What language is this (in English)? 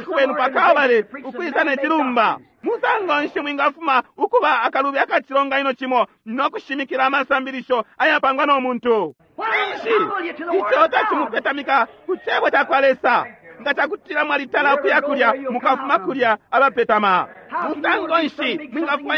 Bemba